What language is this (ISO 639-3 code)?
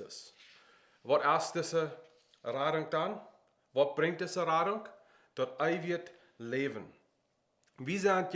pdt